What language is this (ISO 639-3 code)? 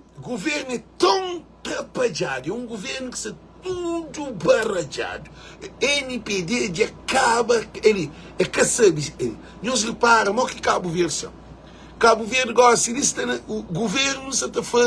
kea